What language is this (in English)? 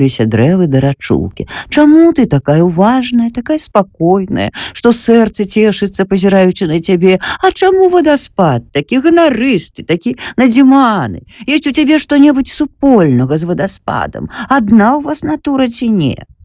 Belarusian